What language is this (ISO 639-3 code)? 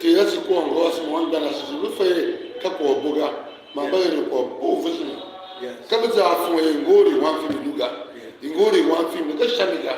tiv